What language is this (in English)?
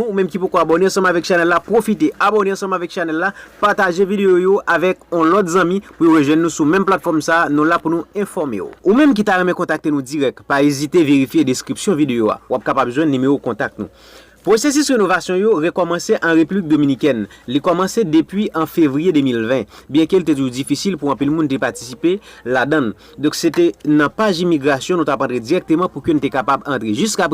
Haitian Creole